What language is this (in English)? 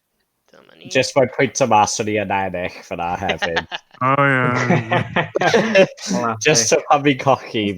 Welsh